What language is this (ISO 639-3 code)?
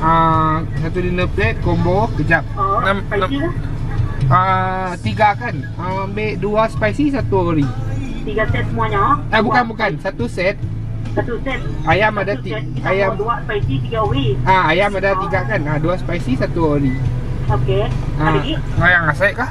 iba